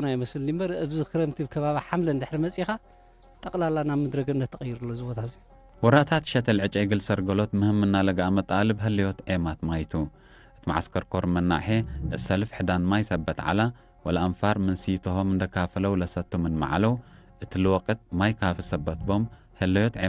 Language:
Tigre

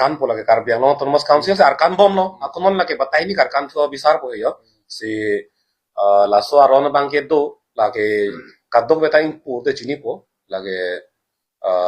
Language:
Karbi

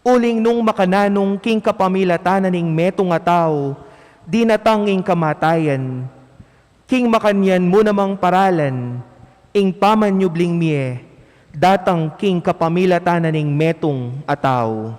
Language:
Pampanga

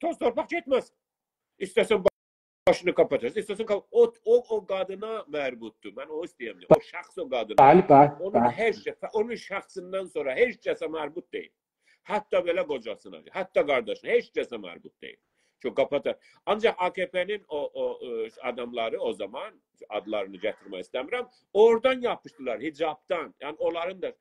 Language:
South Azerbaijani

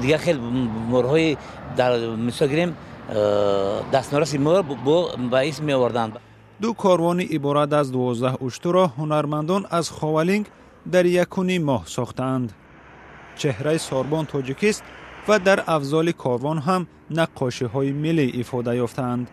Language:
Tajik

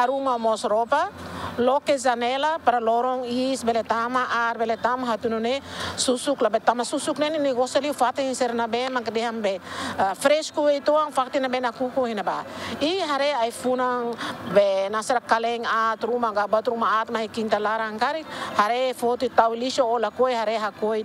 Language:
Tetum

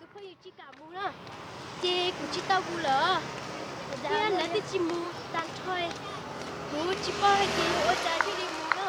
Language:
Hmong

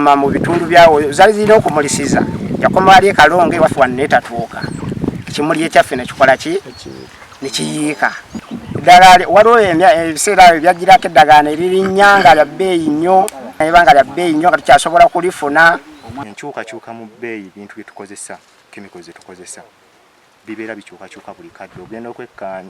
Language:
Ganda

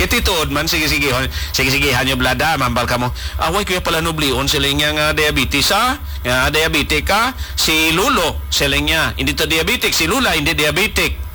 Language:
Hiligaynon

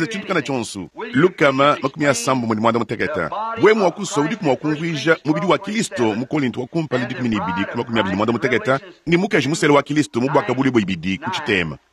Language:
Luba-Lulua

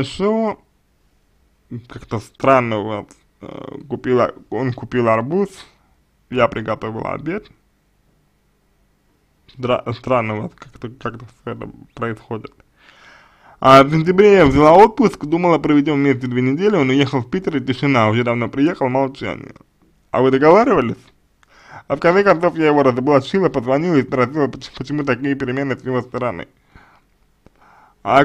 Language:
Russian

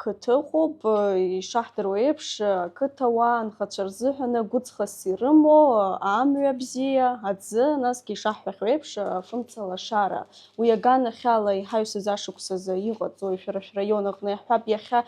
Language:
Abkhazian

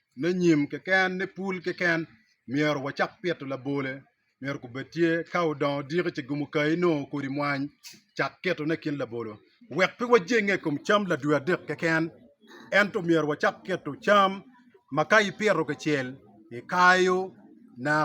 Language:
Acoli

